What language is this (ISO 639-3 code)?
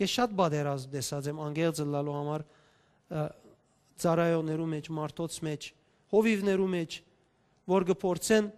hyw